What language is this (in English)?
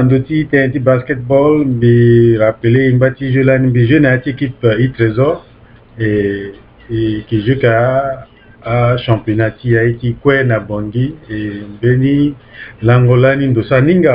Sango